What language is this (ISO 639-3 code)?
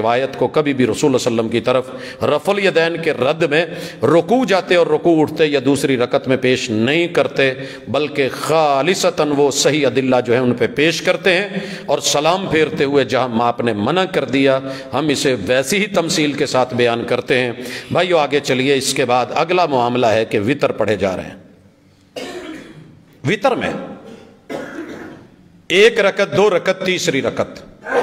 urd